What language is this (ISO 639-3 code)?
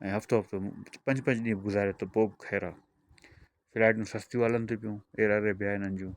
snd